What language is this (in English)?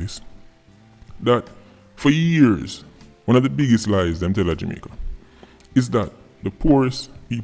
Jamaican Creole English